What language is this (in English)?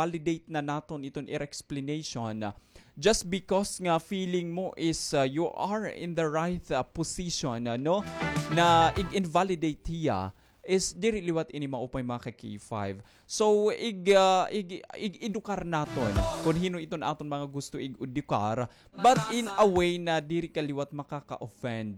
Waray